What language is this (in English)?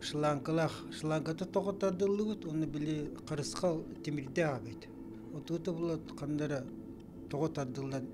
Yakut